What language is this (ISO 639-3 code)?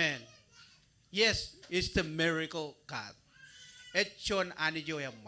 mah